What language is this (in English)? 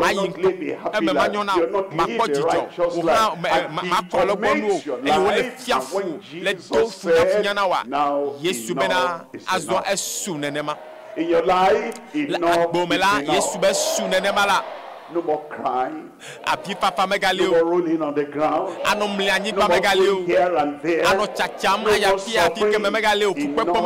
Ewe